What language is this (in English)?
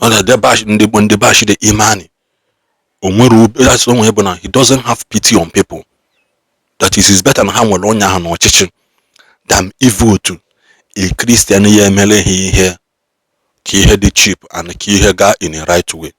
Igbo